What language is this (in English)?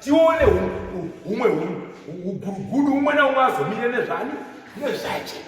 Shona